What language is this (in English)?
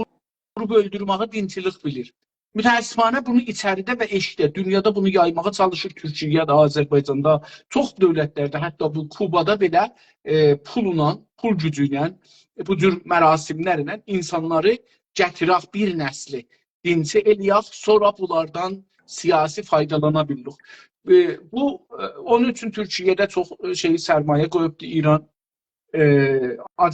South Azerbaijani